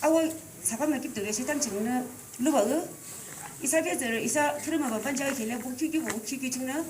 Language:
Yimchungru Naga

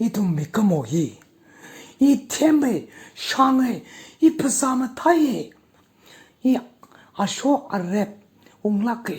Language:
Tangkhul Naga (India)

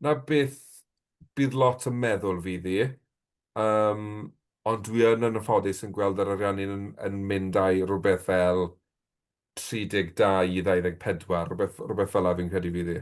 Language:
Welsh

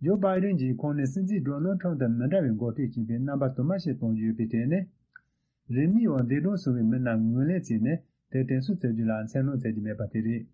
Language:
Tibetan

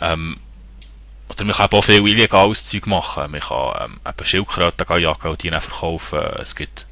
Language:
Swiss German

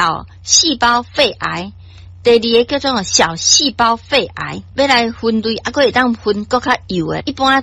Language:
Min Nan Chinese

